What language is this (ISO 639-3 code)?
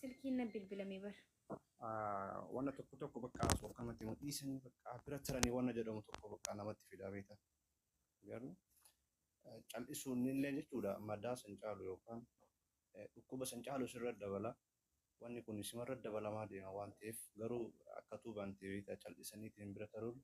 orm